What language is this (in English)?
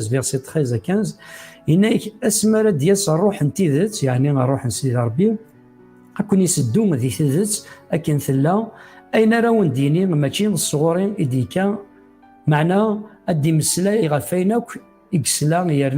Kabyle